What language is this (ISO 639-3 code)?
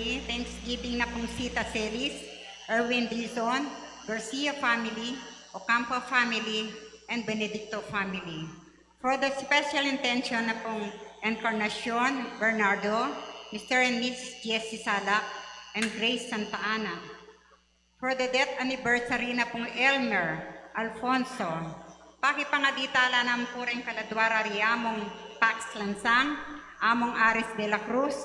pam